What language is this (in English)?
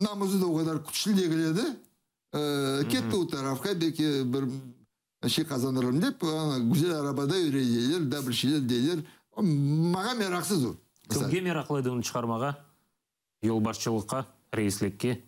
Crimean Tatar